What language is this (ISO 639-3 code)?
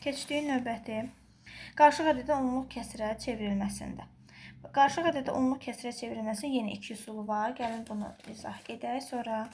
aze